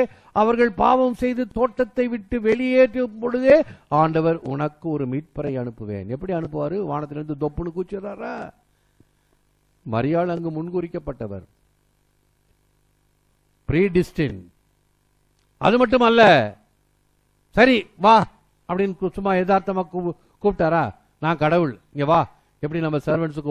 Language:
Tamil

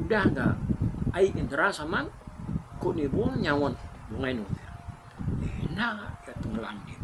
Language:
Iban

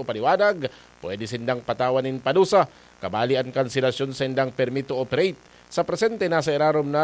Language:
Bikol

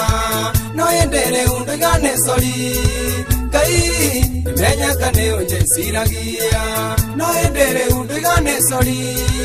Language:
Kikuyu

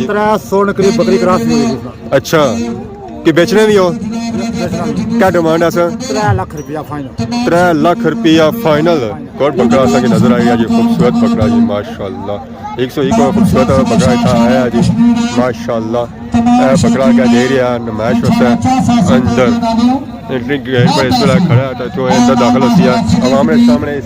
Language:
Pahari-Potwari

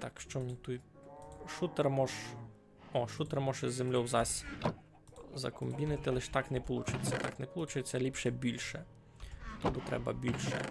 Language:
Rusyn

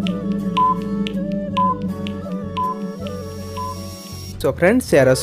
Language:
Odia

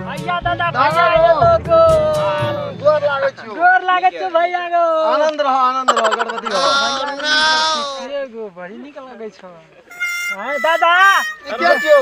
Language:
Maithili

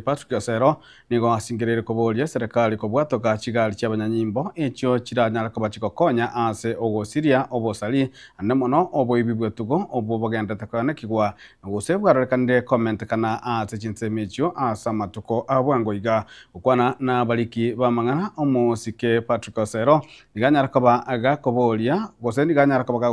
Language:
Gusii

